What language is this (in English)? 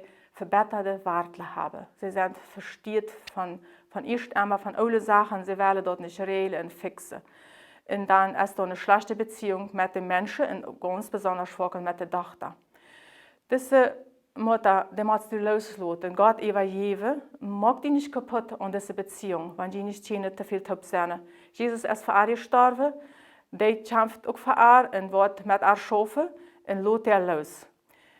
Plautdietsch